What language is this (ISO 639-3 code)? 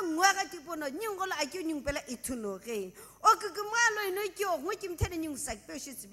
nsm